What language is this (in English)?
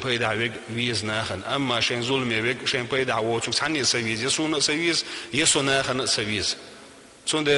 Chechen